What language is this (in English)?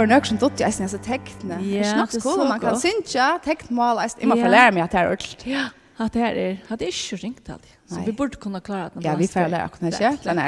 Faroese